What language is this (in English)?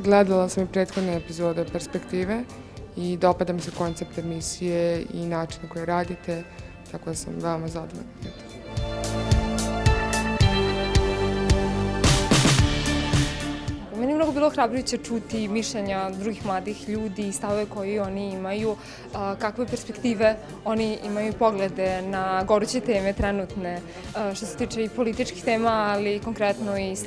Serbian